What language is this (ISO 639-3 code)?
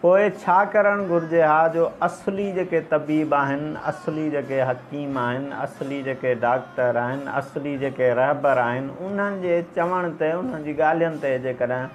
snd